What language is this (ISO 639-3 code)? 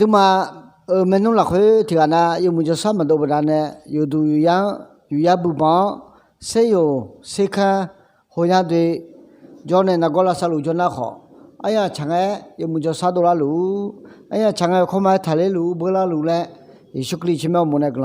ahk